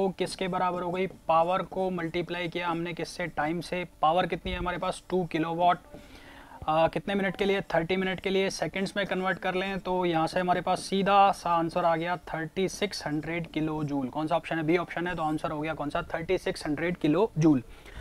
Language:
Hindi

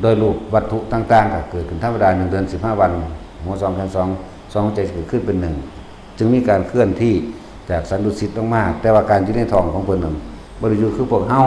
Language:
Northeastern Thai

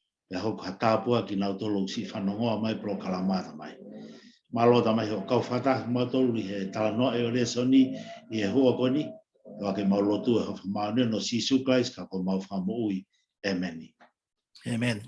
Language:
Tongan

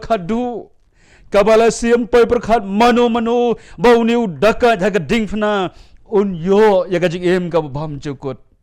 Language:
Khasi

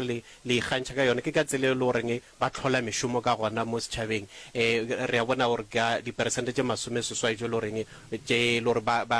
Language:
Northern Sotho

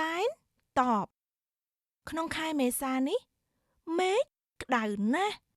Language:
Khmer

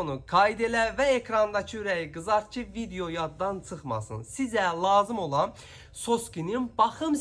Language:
Azerbaijani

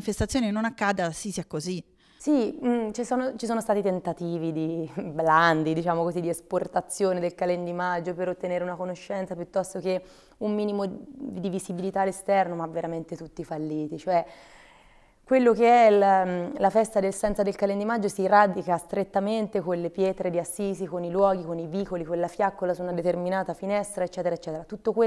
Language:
Italian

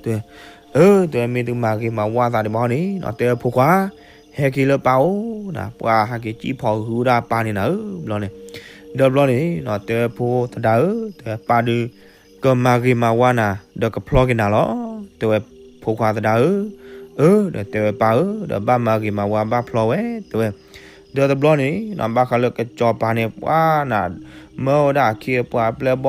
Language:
S'gaw Karen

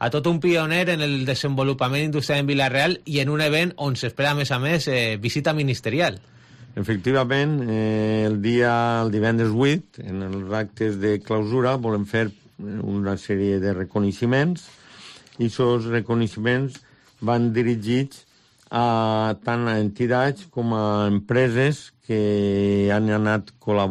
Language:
Catalan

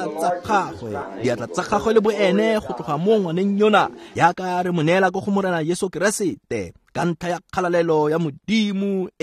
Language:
Tswana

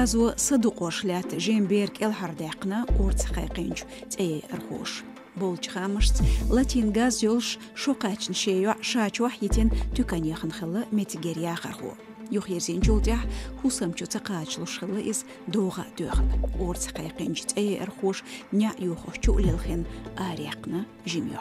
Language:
Chechen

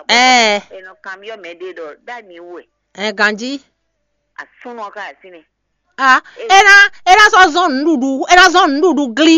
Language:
Fon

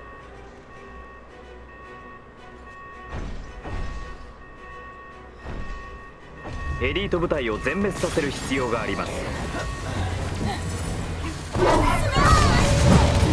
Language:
Japanese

